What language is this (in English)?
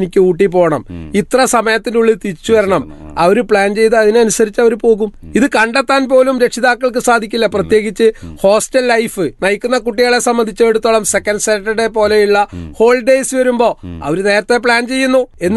Malayalam